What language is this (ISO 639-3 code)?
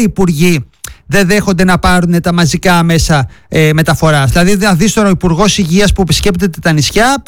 ell